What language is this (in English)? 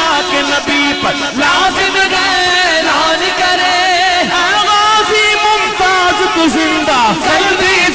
Urdu